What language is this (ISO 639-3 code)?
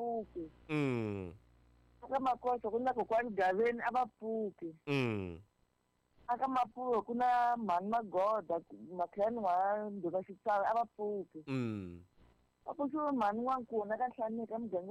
tso